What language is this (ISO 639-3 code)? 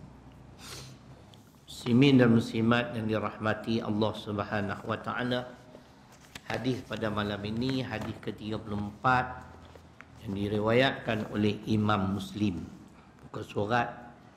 msa